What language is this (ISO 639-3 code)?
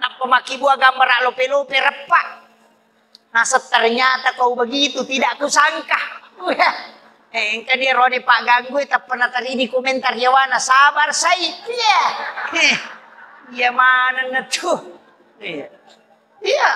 bug